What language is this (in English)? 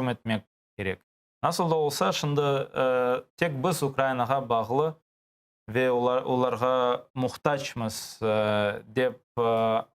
Crimean Tatar